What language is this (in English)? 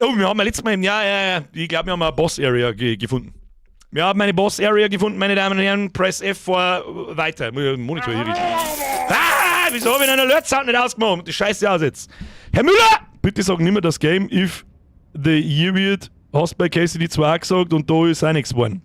Bavarian